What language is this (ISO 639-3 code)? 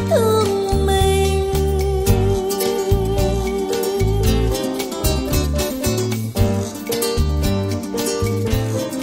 vie